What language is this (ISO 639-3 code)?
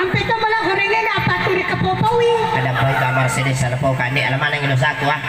bug